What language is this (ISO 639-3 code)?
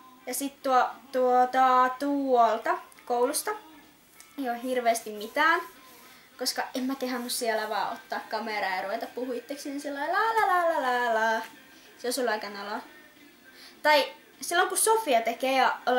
fin